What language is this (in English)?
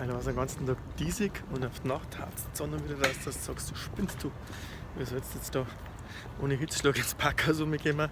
Bavarian